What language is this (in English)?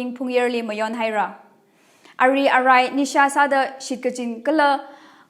Tangkhul Naga (India)